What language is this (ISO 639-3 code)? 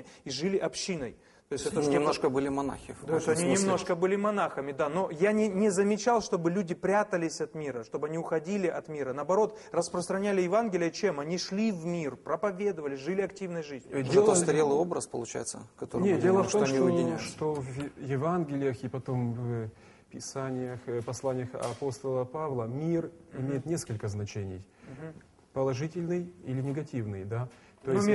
rus